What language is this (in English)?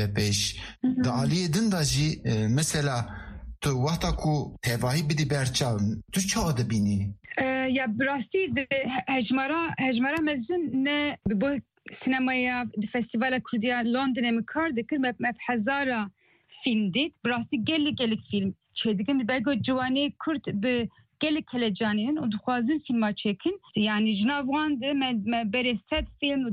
Kurdish